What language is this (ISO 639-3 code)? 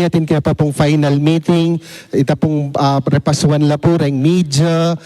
pam